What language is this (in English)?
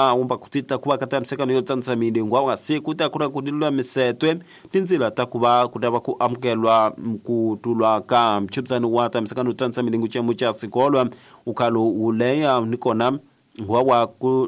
Tsonga